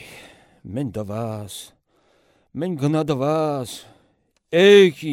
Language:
Chuvash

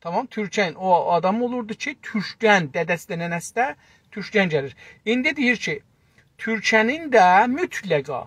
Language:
South Azerbaijani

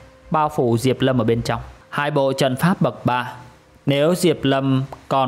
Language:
Vietnamese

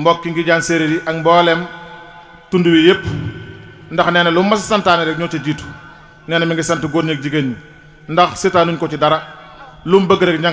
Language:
Wolof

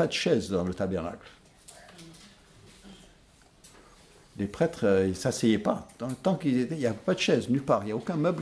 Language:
French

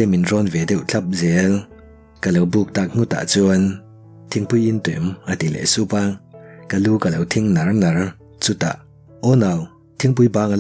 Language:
Mizo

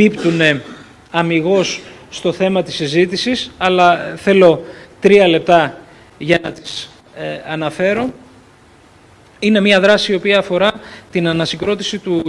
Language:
Greek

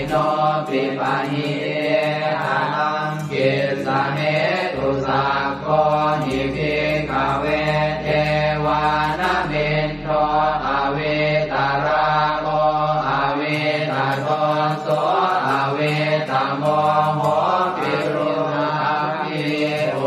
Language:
Pali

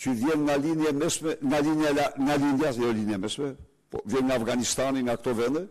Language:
Albanian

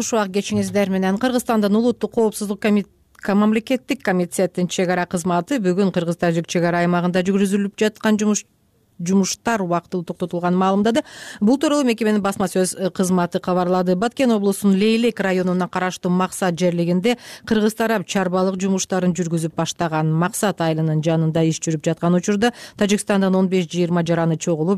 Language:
Kyrgyz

